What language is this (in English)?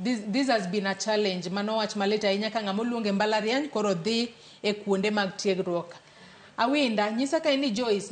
Luo (Kenya and Tanzania)